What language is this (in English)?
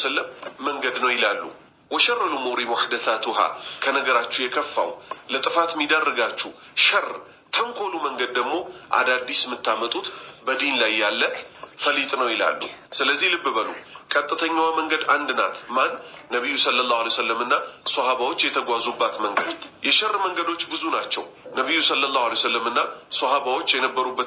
Amharic